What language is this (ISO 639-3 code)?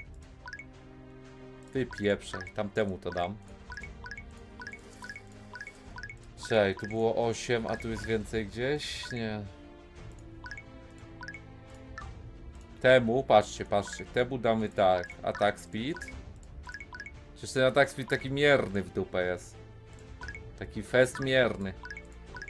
pol